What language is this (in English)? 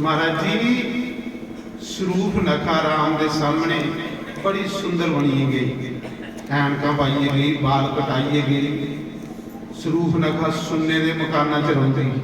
Dogri